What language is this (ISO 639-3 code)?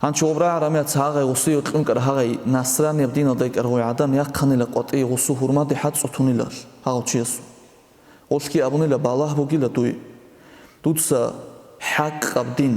ava